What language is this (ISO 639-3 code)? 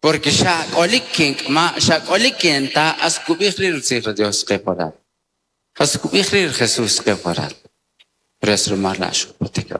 quc